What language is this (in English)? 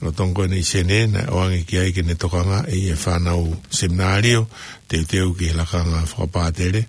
Tongan